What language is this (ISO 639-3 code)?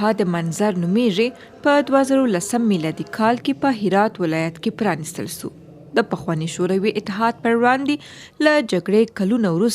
pus